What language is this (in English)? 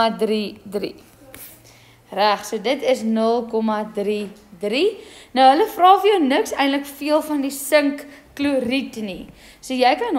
Afrikaans